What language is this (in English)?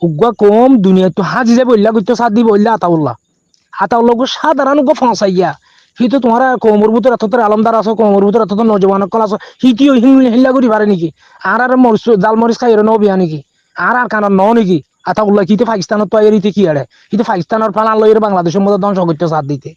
Rohingya